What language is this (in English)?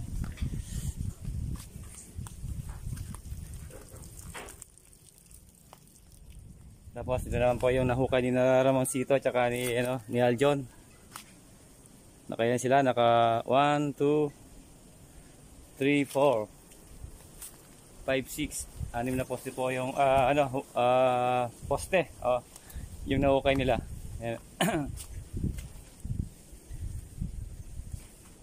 Filipino